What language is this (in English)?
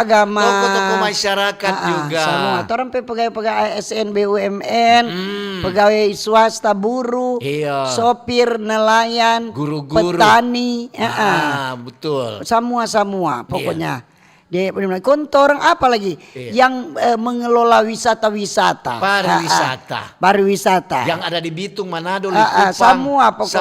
Manado Malay